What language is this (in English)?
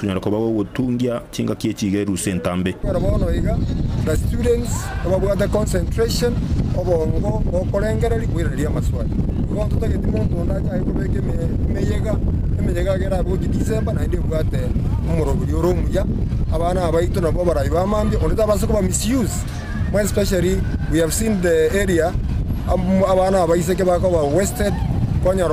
Gusii